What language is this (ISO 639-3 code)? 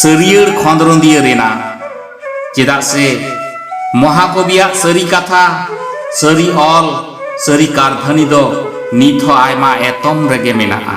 sat